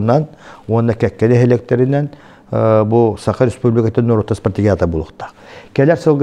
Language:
Yakut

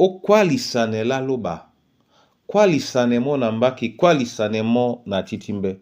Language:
Duala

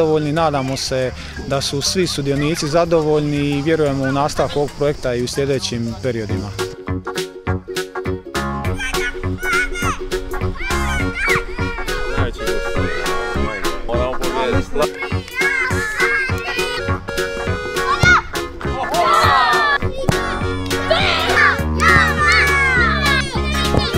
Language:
Croatian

